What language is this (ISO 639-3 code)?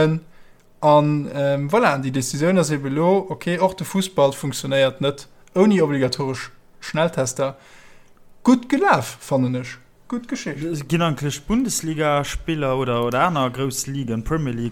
ltz